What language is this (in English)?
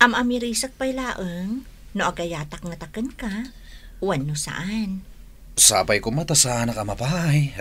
Iloko